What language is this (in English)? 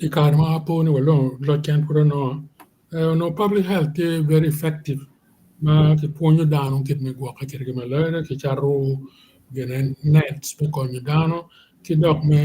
Acoli